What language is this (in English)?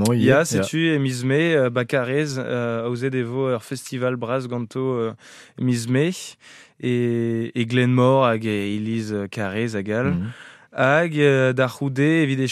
Breton